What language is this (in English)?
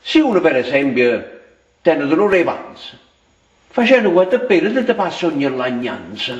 Neapolitan